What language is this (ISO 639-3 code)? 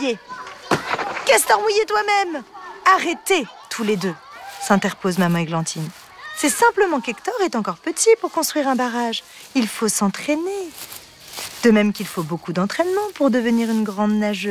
fra